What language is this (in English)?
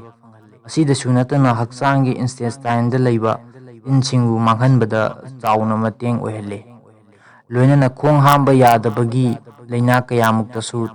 Manipuri